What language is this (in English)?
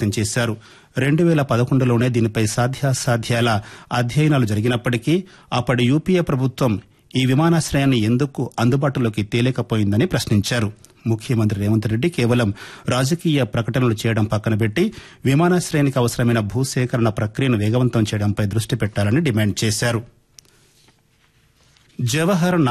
Telugu